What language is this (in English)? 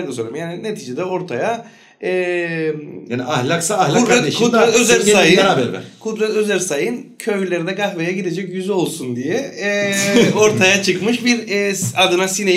Turkish